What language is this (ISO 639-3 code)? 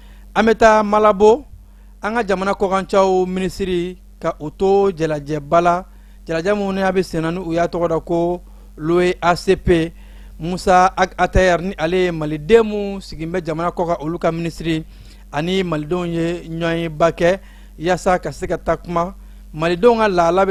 bam